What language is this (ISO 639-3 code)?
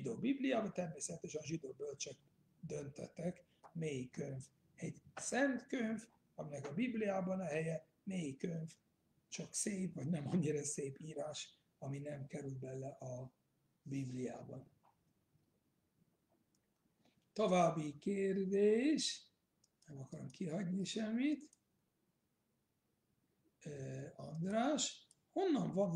hun